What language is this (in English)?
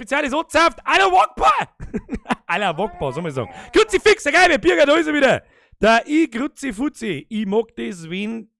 Bavarian